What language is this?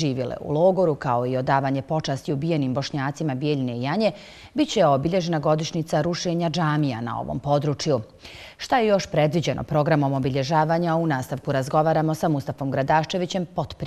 Bosnian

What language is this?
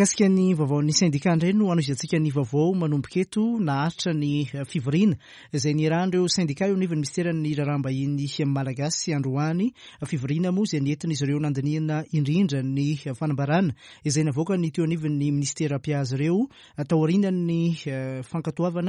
Malagasy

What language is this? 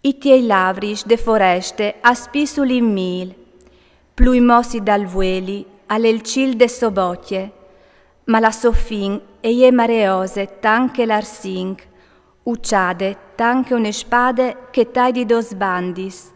Friulian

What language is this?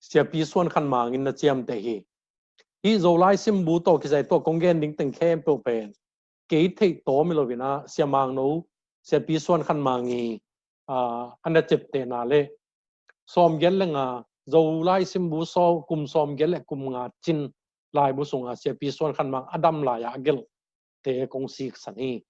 Tedim Chin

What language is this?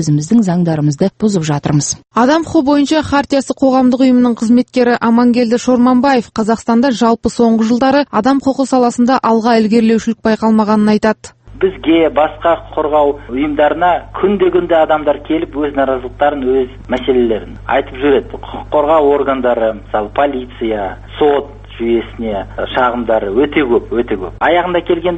Kazakh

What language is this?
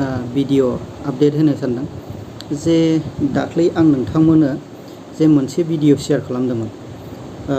Bodo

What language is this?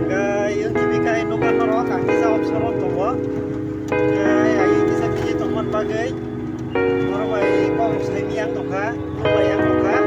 Kok Borok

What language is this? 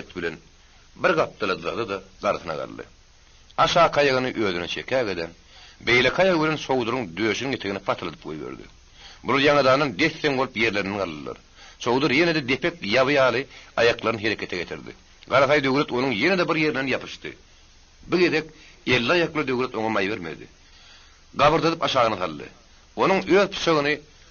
Turkmen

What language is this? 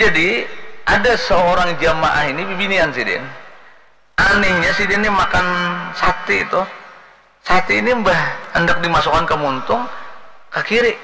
Banjar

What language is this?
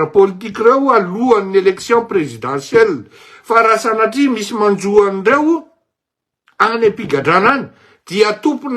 Malagasy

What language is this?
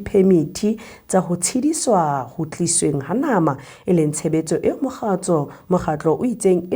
Southern Sotho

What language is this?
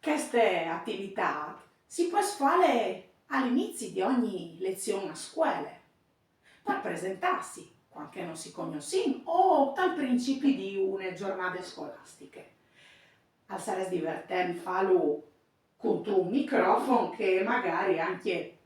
Friulian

